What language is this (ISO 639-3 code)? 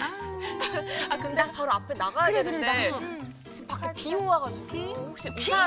kor